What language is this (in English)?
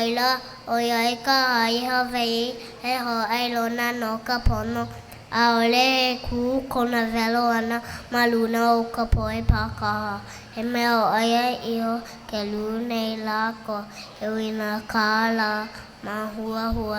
Hawaiian